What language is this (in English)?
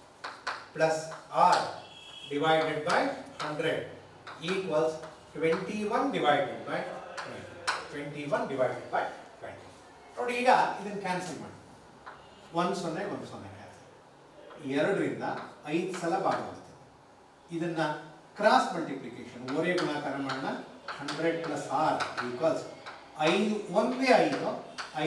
Kannada